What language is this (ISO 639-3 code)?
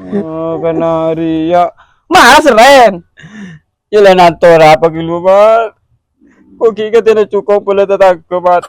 mad